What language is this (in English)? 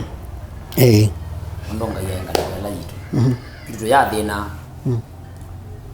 Kamba